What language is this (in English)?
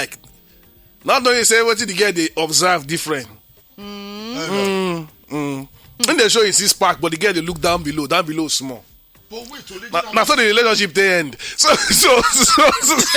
Nigerian Pidgin